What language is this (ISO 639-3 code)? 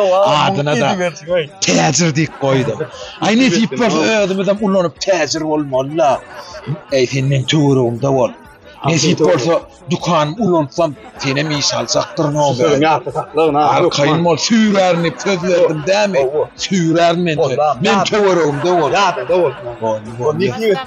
tuk